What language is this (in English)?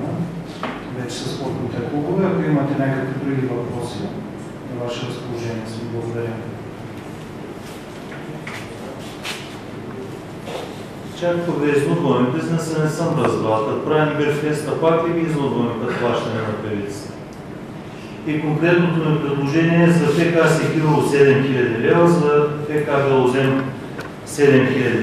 Bulgarian